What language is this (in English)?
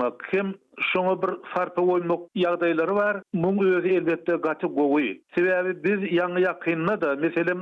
Turkmen